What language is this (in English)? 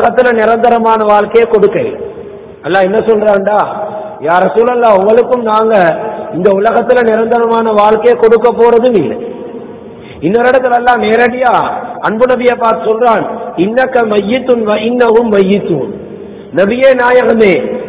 Tamil